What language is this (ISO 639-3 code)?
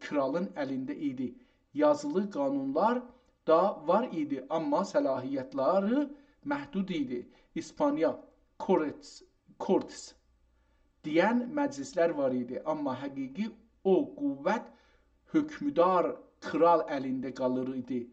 azb